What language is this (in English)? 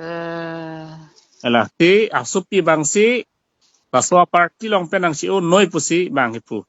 Karbi